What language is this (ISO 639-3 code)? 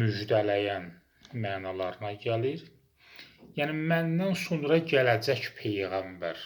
aze